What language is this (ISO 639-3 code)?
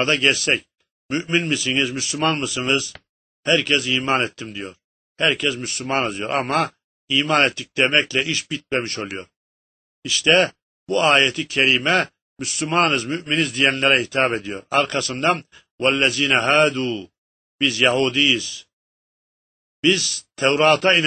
tur